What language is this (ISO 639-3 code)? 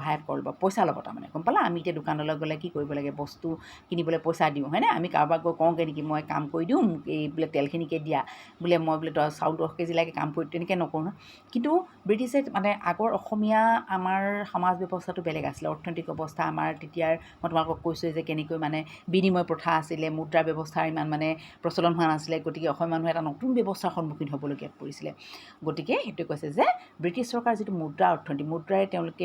asm